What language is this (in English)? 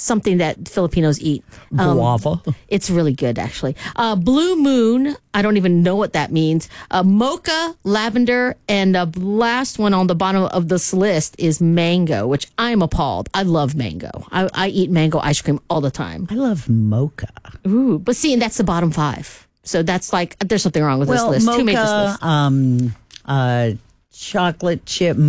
English